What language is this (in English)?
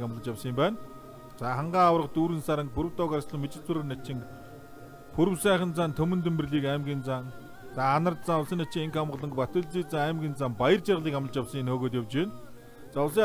Mongolian